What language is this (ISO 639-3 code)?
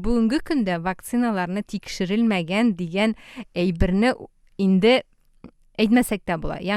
tat